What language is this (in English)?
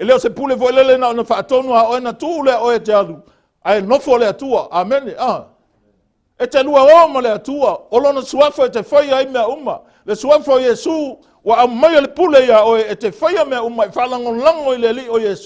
Samoan